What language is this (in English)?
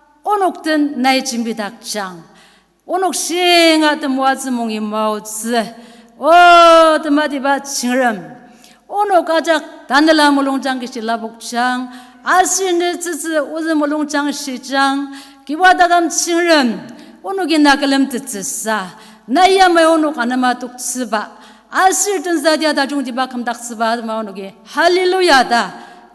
Ao Naga